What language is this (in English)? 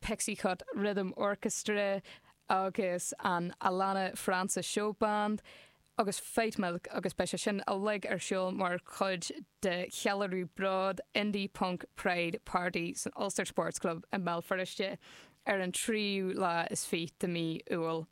Irish